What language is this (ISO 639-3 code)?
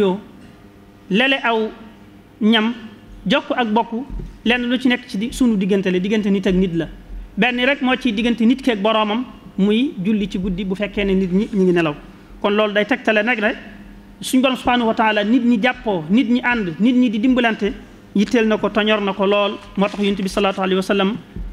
wol